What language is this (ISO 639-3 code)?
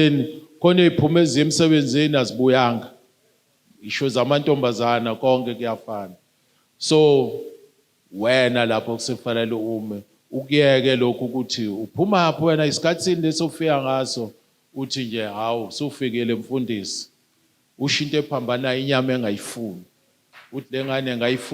zul